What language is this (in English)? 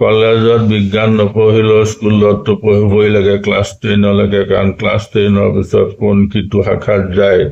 Assamese